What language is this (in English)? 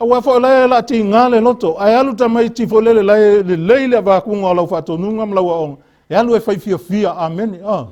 Samoan